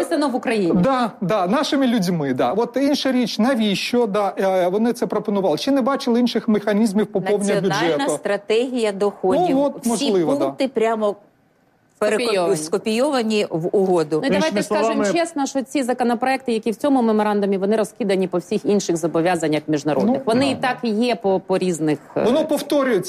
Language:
Ukrainian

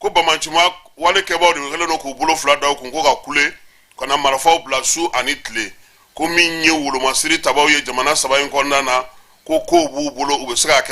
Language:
Bambara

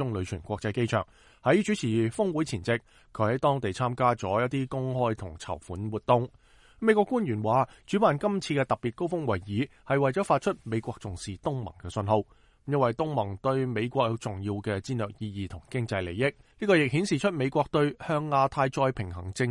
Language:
Cantonese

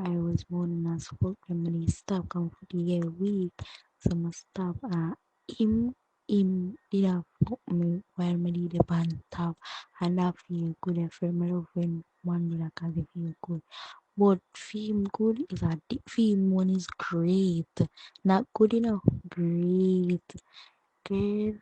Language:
Jamaican Creole English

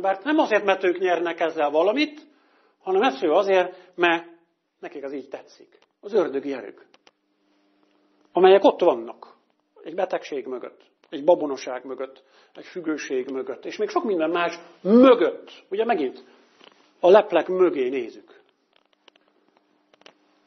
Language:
Hungarian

